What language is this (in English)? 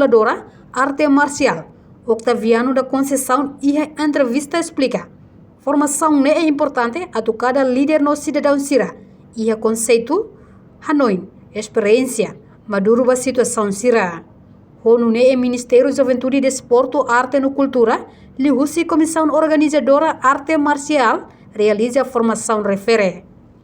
Tetum